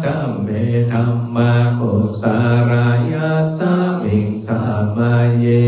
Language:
Pali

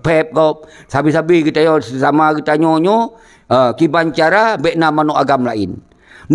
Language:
Achinese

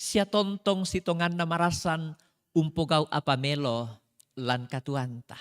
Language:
Toraja-Sa'dan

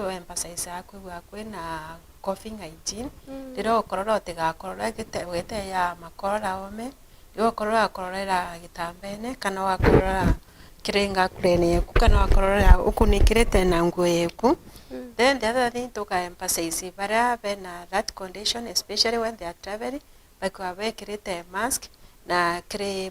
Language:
Meru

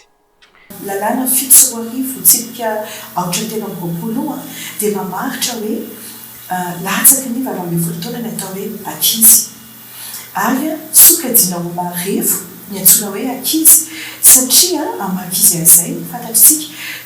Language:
Malagasy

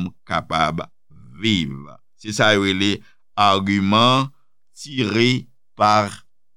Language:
Haitian Creole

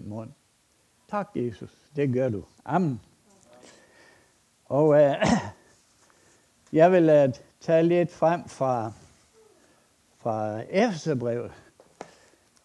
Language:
Danish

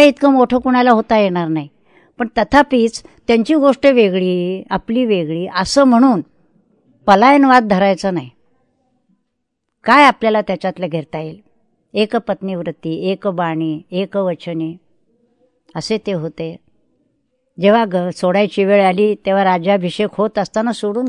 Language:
Marathi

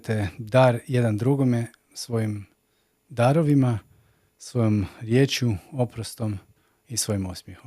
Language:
Macedonian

